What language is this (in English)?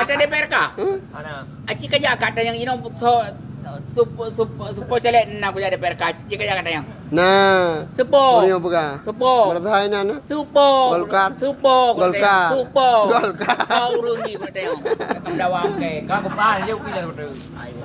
Achinese